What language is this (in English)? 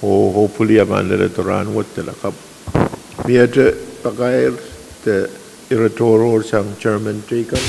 Pohnpeian